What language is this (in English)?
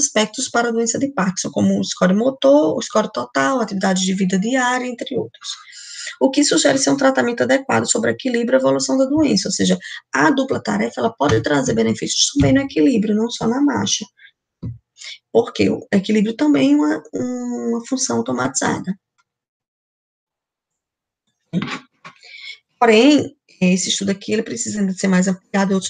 Portuguese